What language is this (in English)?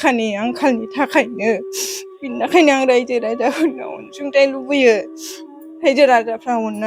Bodo